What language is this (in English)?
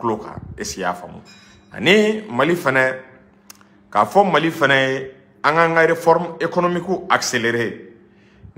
Bambara